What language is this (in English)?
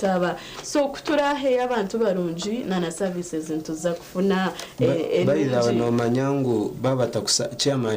Nyankole